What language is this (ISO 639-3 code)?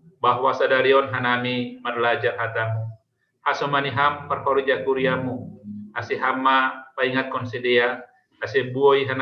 bts